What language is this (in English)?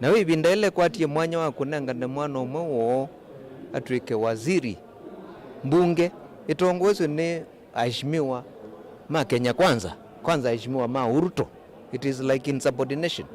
Kamba